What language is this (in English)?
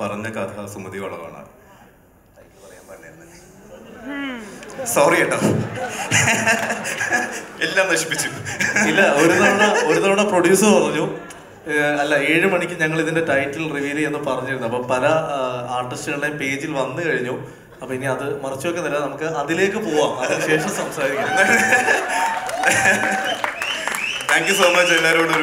Malayalam